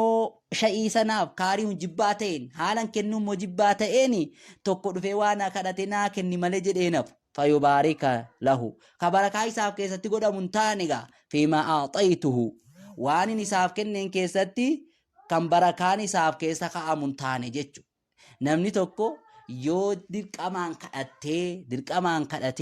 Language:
Oromo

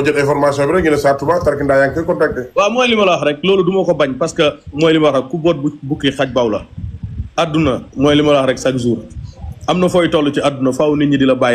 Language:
Wolof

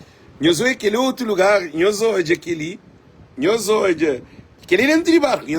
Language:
Kabuverdianu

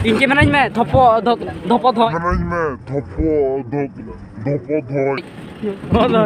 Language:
Santali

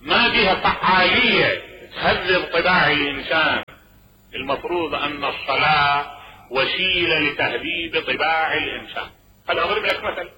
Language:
Mesopotamian Arabic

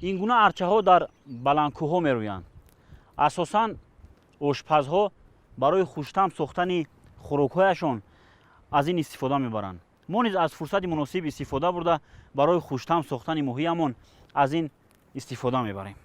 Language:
Tajik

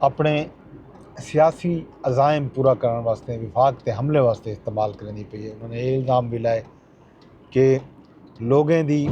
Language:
Saraiki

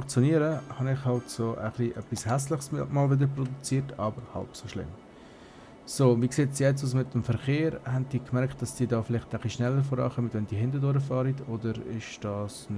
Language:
Swiss German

